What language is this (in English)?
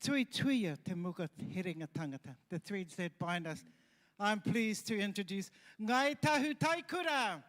Māori